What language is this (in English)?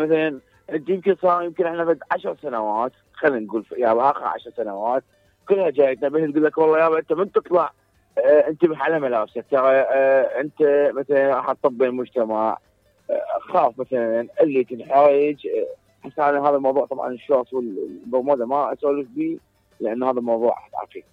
Mesopotamian Arabic